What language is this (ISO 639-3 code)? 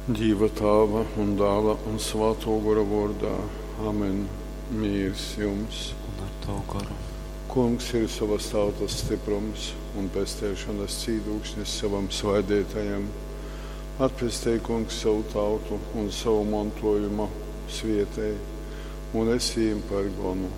ltg